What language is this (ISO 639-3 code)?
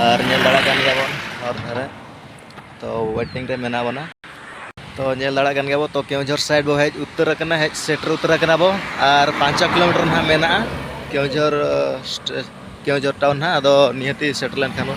sat